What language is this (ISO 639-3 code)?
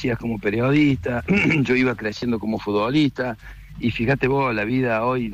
spa